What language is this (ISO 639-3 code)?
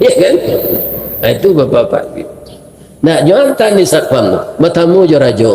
min